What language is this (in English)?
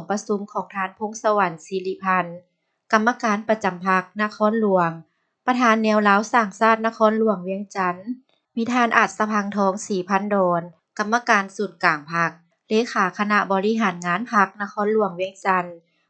Lao